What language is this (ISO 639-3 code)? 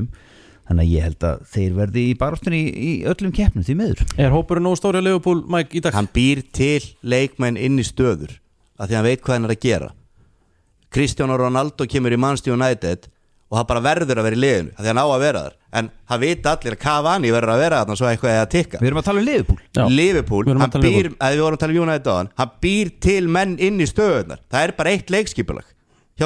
isl